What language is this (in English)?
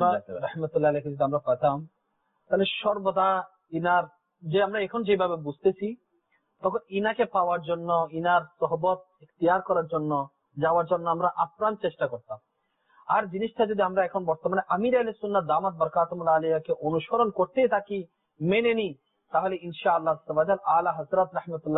Bangla